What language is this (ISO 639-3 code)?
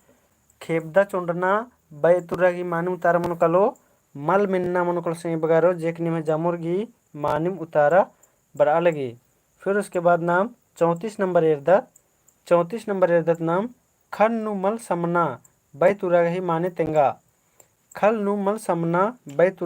kru